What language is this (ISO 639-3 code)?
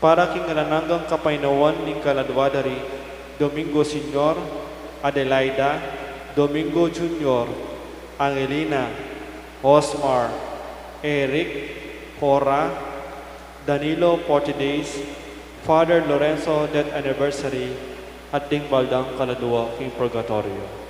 pam